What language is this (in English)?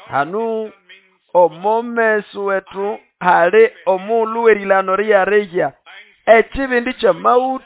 Nande